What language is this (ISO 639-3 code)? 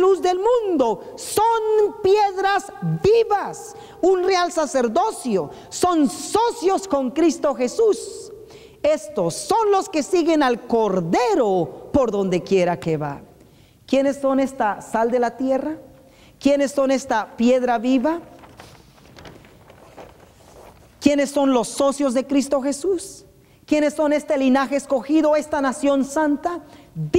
spa